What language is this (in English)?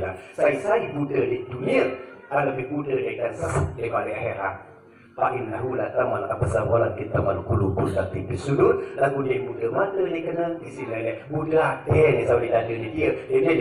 Sasak